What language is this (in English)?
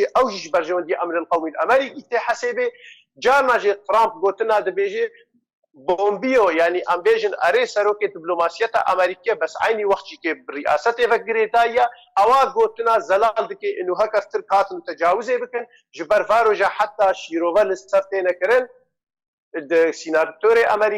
Kurdish